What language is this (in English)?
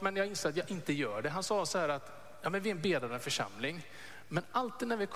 Swedish